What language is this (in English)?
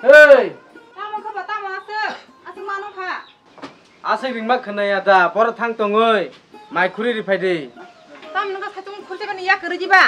Kok Borok